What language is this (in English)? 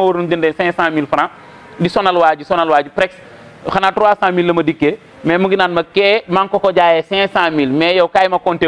Wolof